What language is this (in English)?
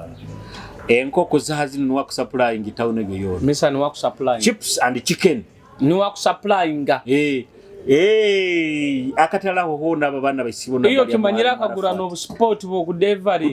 Nyoro